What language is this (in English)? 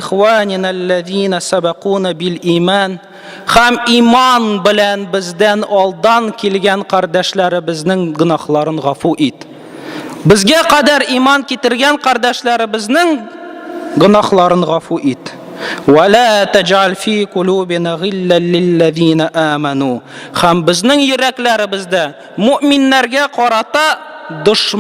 Tatar